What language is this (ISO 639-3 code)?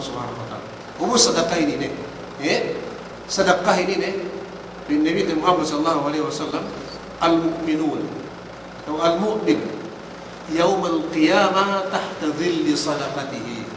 yka